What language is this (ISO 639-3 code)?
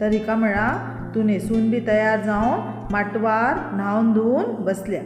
kok